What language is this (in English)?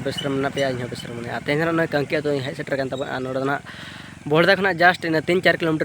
Santali